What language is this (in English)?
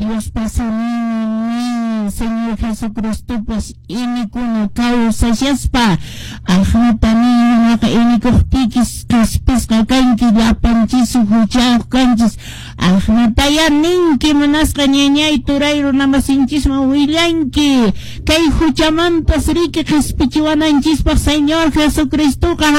Quechua